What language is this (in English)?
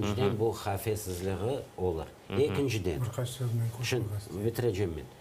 Crimean Tatar